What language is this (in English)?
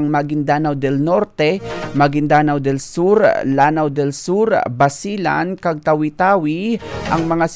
Hiligaynon